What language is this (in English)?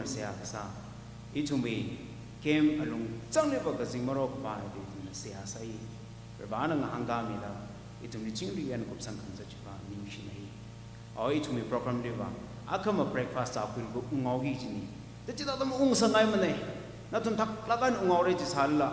Tangkhul Naga (India)